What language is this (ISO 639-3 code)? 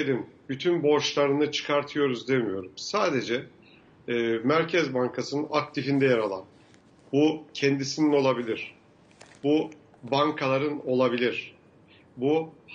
tur